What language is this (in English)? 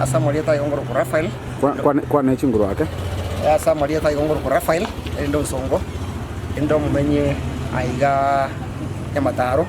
Gusii